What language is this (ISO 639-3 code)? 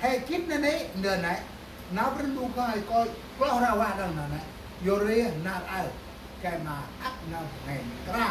cmo